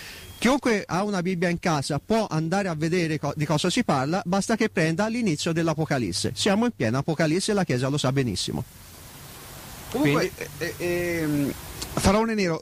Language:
Italian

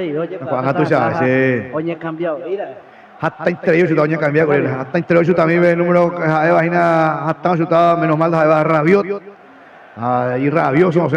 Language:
Guarani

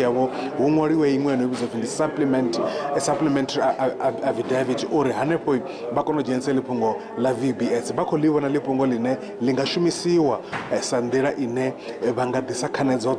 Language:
Venda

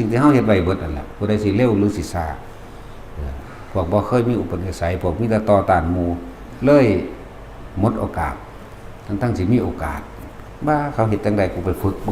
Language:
Northeastern Thai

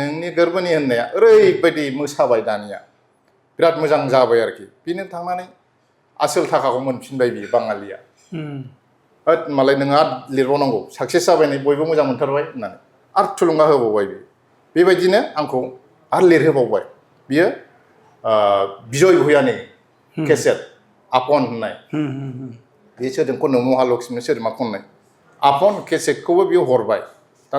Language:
Bodo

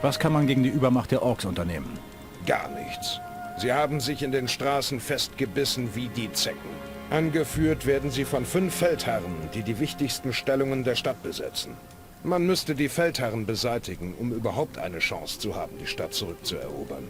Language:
Bavarian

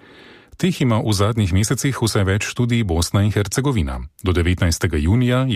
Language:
Slovenian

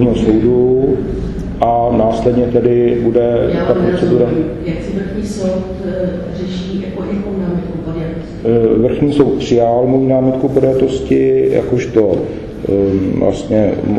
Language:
Czech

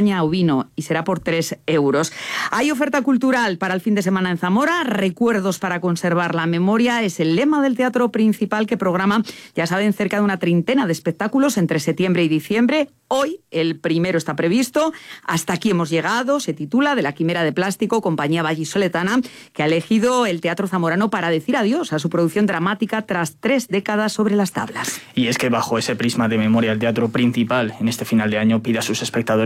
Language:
Spanish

